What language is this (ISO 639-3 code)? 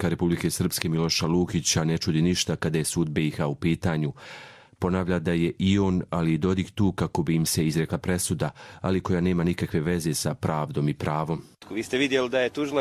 hrv